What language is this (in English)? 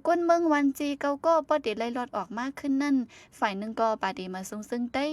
Shan